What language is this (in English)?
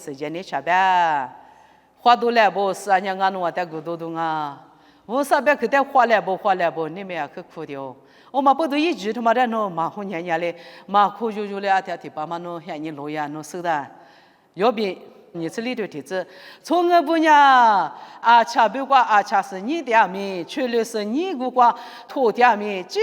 Lisu